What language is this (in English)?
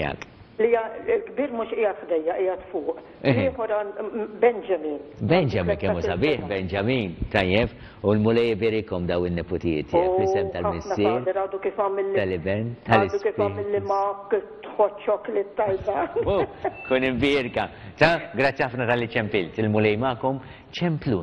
Maltese